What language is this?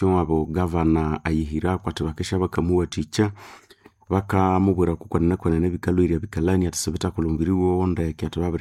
Nande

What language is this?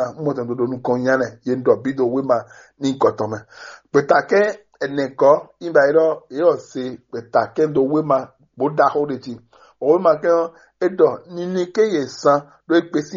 Fon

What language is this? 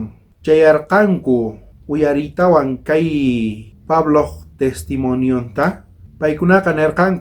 South Bolivian Quechua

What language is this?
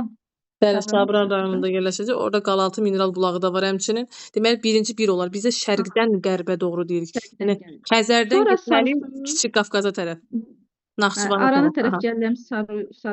Azerbaijani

